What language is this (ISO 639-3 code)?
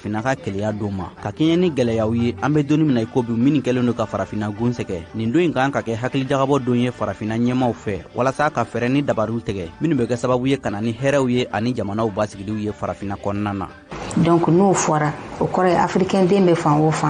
bam